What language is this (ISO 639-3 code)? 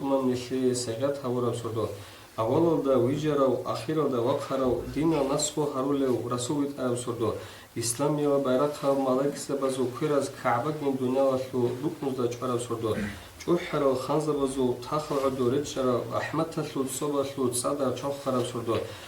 ava